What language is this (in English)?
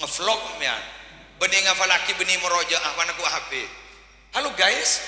Madurese